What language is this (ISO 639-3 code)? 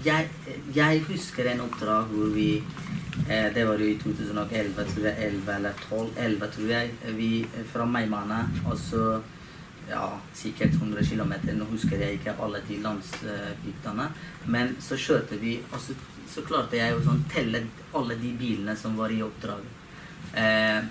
nor